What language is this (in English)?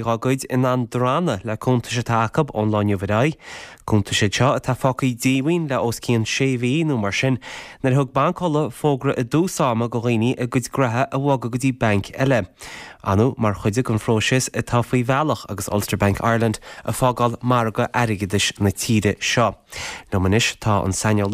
Irish